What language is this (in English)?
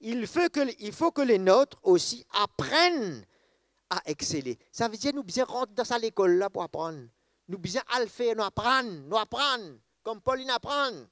Morisyen